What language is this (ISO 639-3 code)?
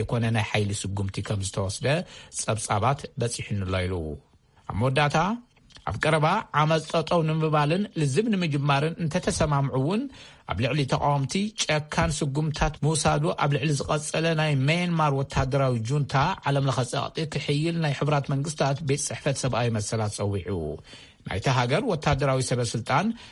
tir